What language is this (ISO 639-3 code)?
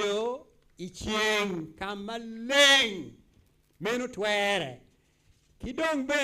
ach